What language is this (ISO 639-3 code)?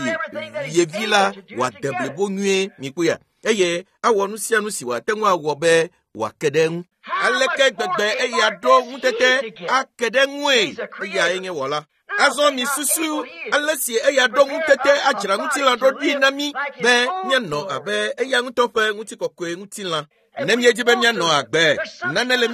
ewe